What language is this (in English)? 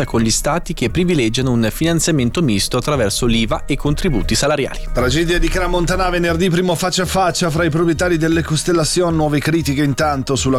Italian